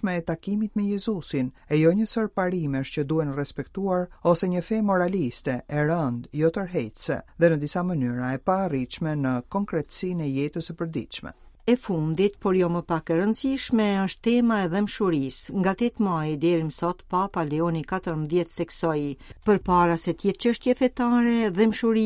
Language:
Albanian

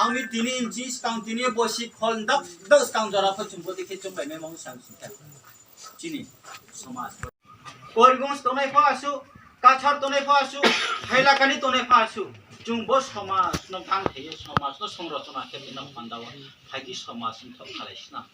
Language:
Riang (India)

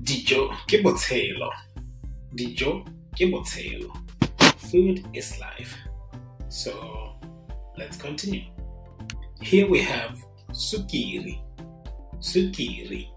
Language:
Tswana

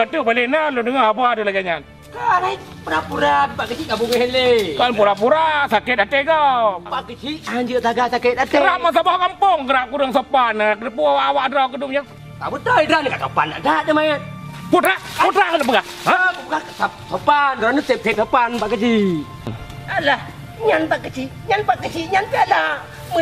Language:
Achinese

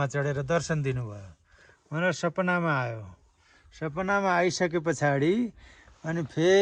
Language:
Nepali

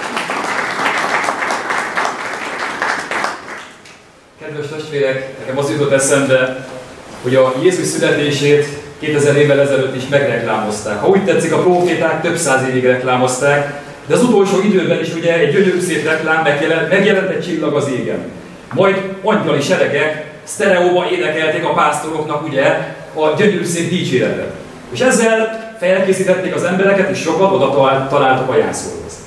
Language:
Hungarian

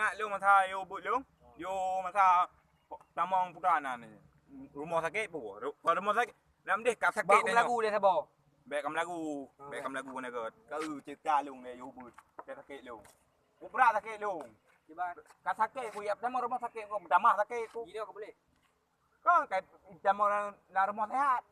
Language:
Achinese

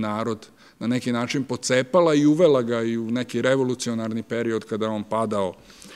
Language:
Serbian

